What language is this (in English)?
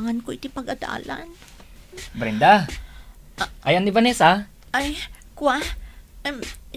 Iloko